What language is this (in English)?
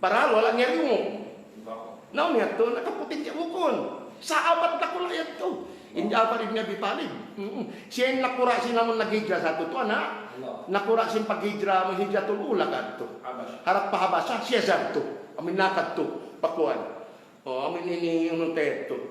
Tausug